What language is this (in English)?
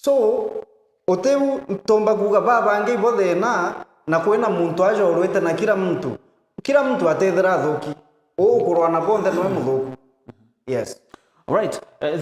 Meru